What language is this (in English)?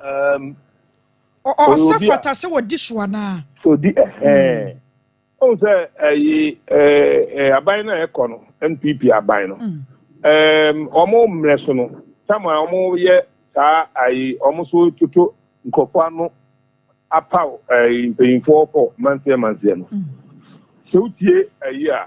Akan